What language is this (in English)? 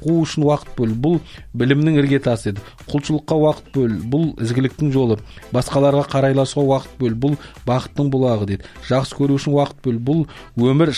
Kazakh